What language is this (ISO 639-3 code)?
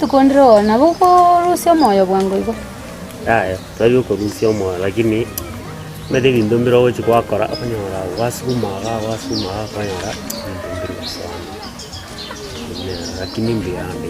guz